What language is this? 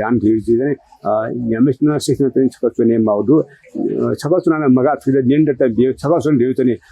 Newari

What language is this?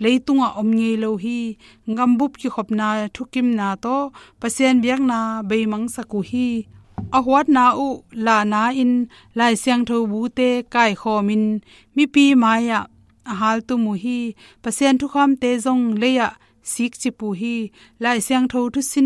Tedim Chin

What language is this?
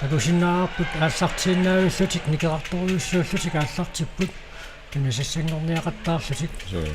Kalaallisut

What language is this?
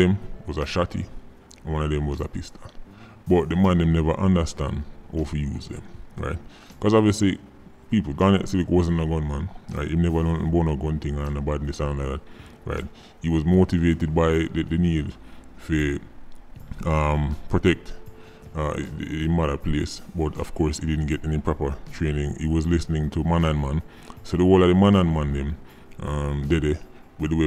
Jamaican Creole English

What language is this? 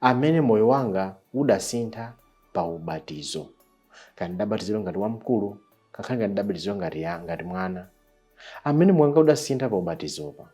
Nyanja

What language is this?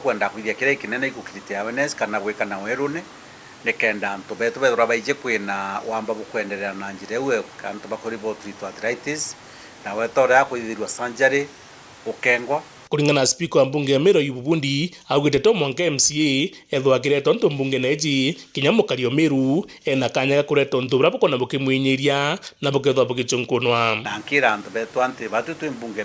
Meru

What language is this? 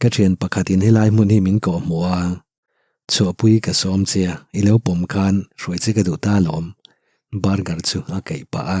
Mizo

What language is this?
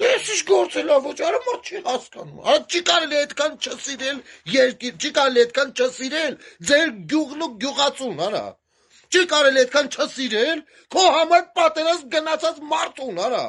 Armenian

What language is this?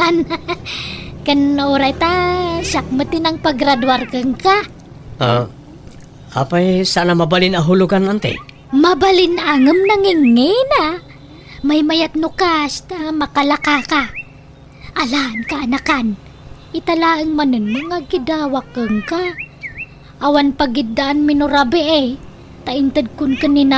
Iloko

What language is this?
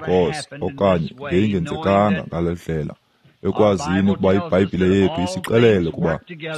Xhosa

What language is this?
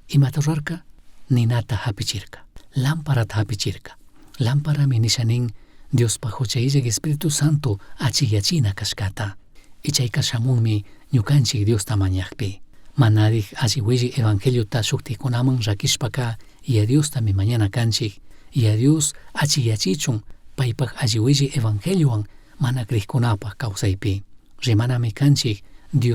Chimborazo Highland Quichua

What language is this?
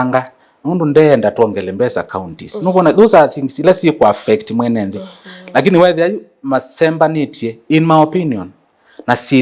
Kamba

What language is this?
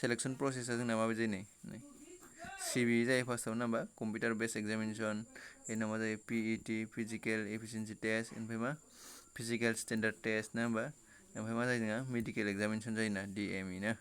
Bodo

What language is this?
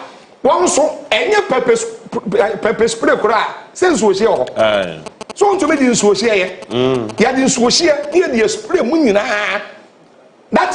Akan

